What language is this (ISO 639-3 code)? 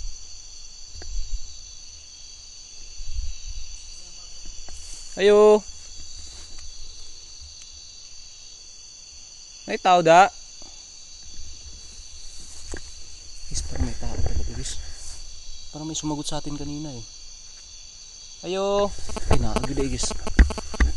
fil